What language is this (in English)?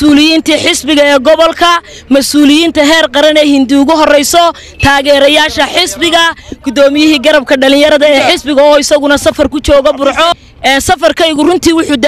Somali